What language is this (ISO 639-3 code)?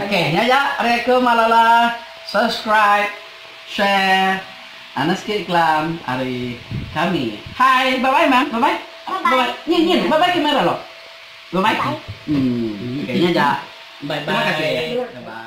iba